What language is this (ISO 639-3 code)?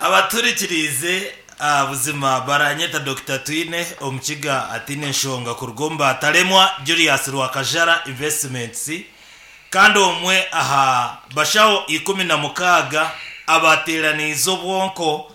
nyn